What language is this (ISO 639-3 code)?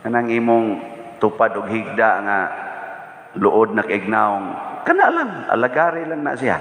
ceb